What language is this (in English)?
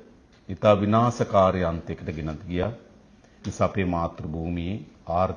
Sinhala